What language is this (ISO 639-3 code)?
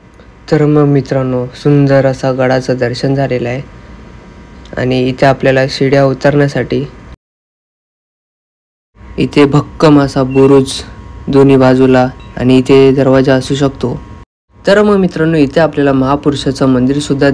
mar